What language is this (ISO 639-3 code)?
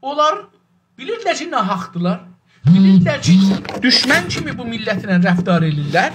azb